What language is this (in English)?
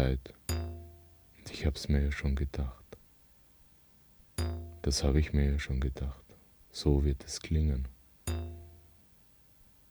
German